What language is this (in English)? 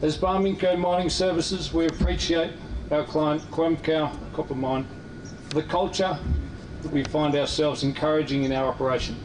Tswana